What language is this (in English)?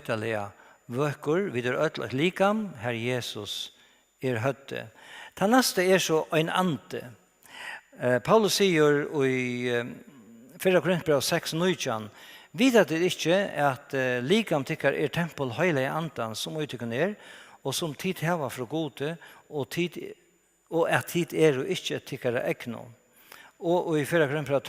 Faroese